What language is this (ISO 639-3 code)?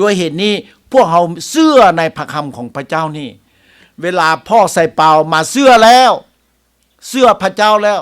lao